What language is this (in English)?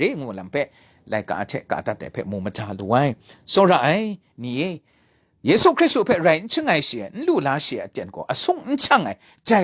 Kachin